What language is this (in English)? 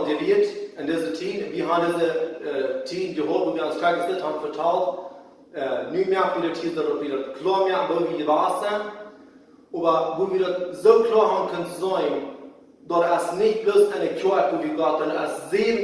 Plautdietsch